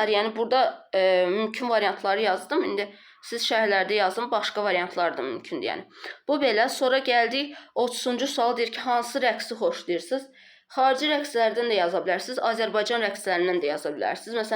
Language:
Azerbaijani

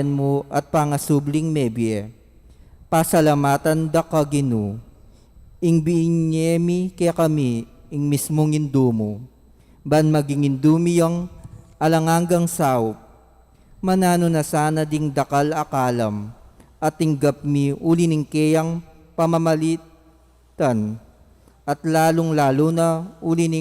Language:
Pampanga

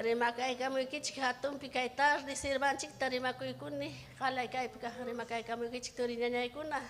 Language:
Ayacucho Quechua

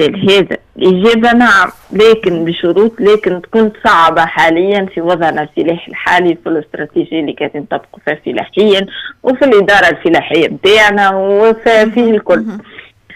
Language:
Tunisian Arabic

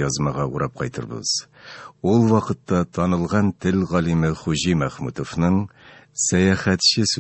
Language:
Tatar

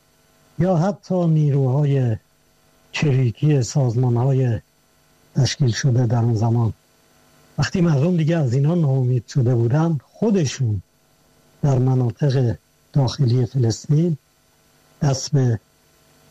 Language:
Persian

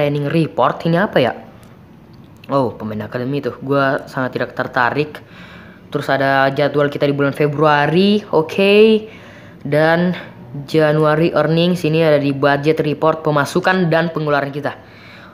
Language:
Indonesian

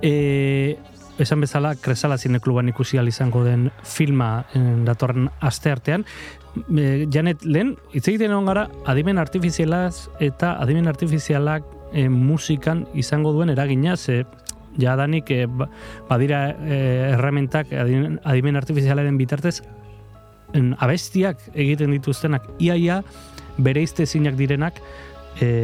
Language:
Basque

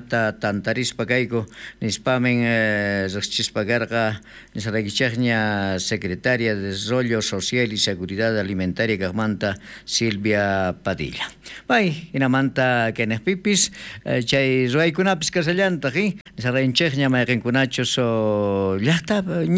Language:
South Bolivian Quechua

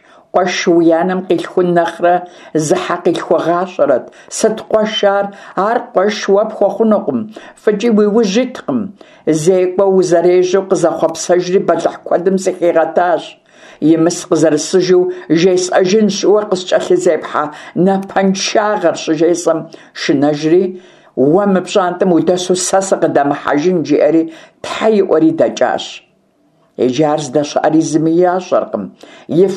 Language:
Kabardian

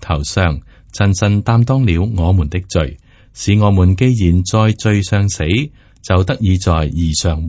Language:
Cantonese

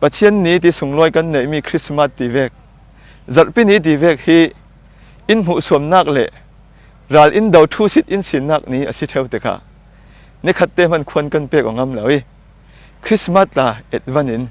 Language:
Falam Chin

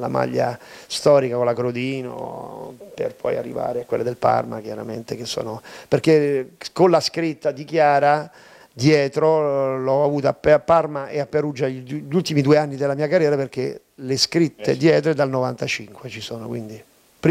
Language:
Italian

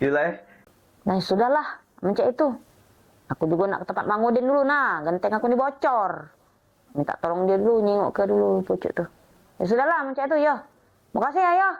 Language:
Musi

